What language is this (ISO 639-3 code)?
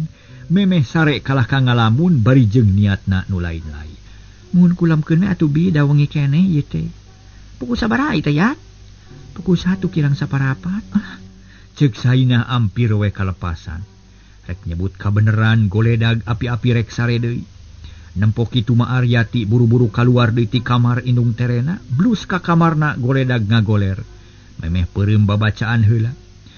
sun